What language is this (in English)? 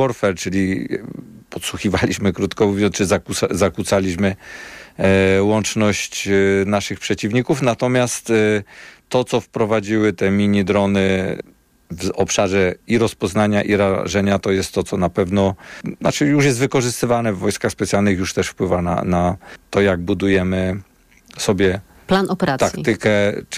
Polish